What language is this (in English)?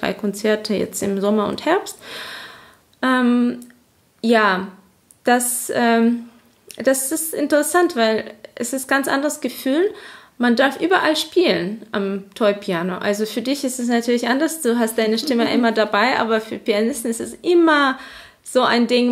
German